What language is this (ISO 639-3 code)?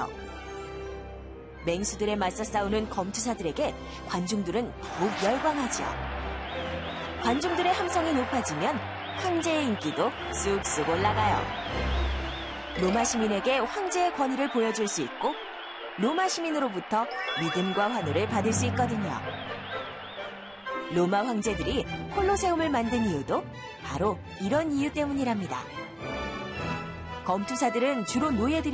kor